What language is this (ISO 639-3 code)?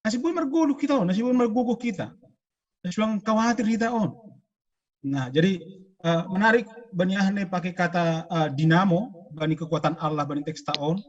bts